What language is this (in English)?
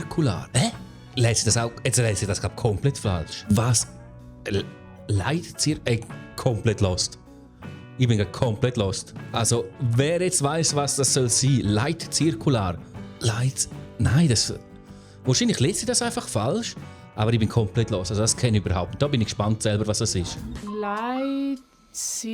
Swiss German